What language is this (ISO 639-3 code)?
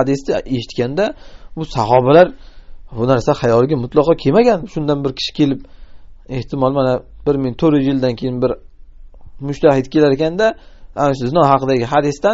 uzb